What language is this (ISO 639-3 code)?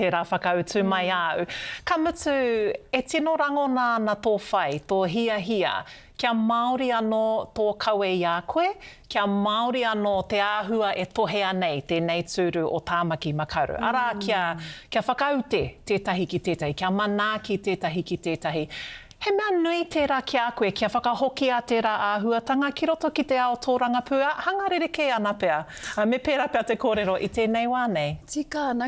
mri